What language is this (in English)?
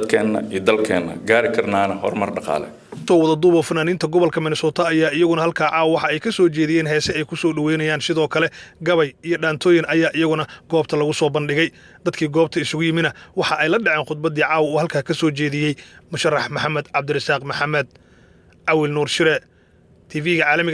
Somali